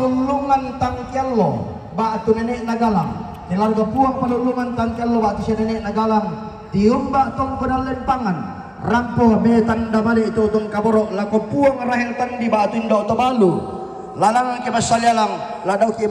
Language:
Toraja-Sa'dan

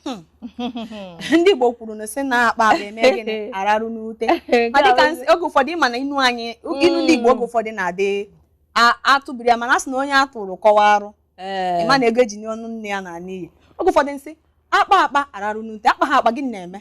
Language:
Igbo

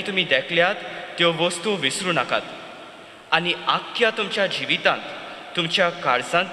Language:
Konkani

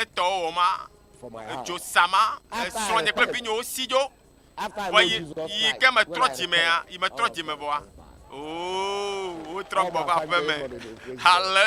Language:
Ewe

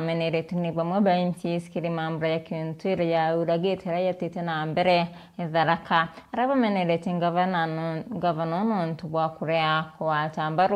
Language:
Meru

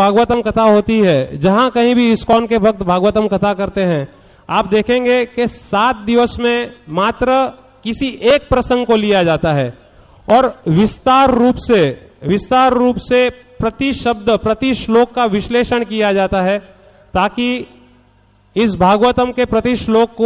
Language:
Hindi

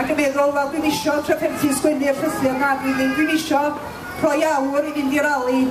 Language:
Welsh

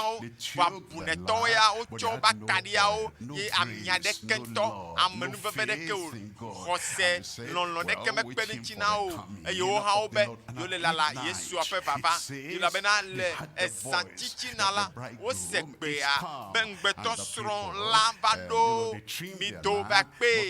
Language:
Ewe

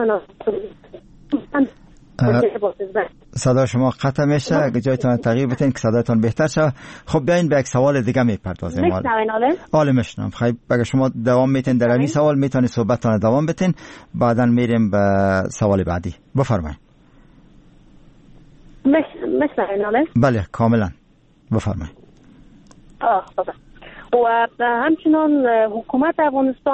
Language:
Persian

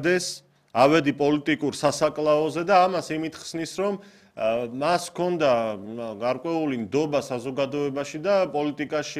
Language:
Georgian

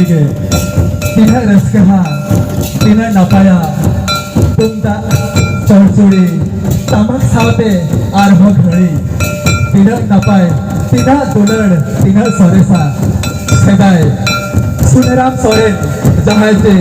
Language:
Santali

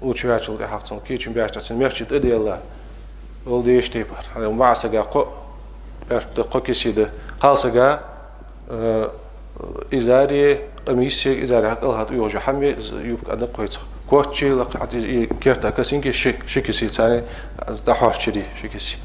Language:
Ingush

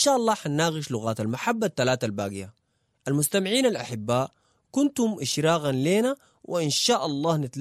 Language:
Sudanese Arabic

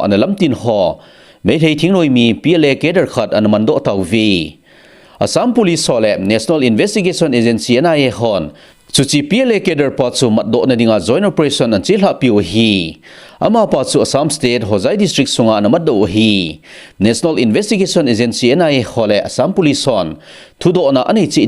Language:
Thado Chin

